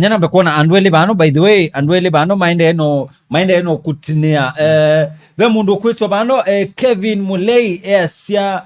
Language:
Kamba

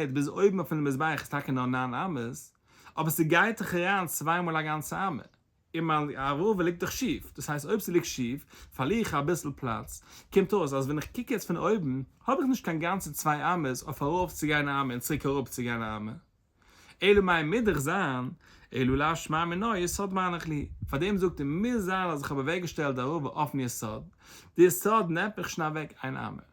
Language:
Yiddish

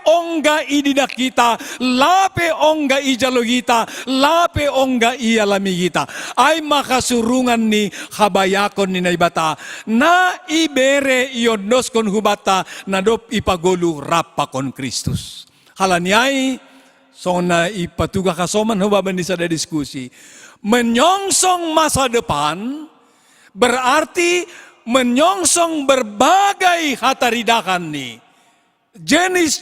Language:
Batak Simalungun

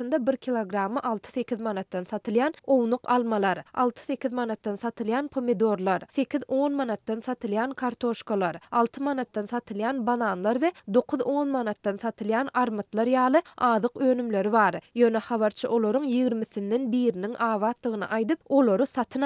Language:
Turkmen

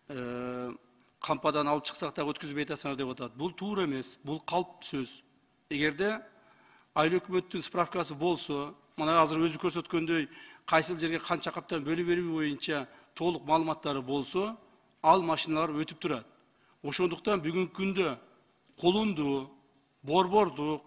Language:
Kyrgyz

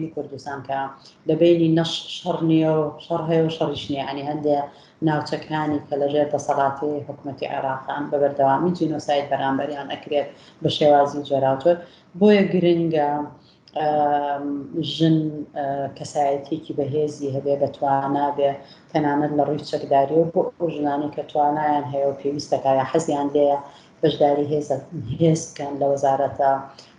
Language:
Central Kurdish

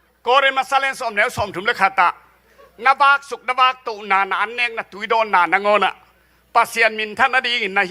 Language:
Tedim Chin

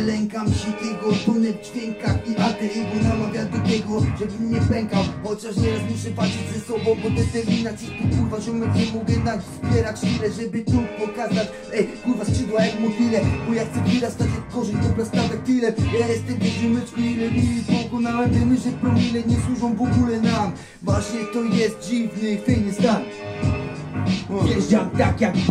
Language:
Polish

